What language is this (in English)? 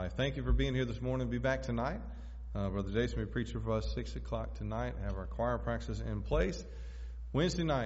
English